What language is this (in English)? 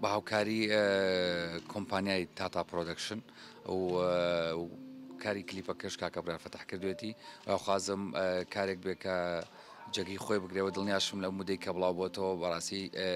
Central Kurdish